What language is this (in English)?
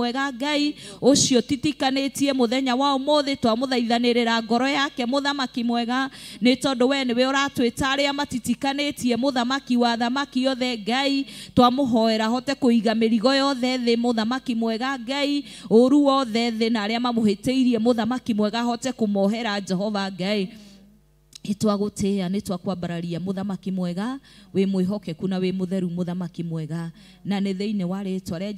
Kikuyu